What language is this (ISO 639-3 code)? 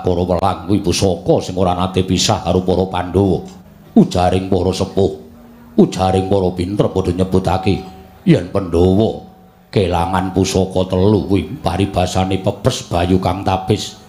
jav